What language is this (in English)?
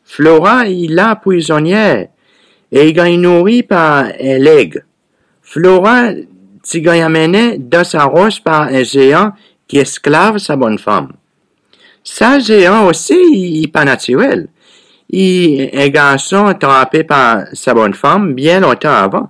Seselwa Creole French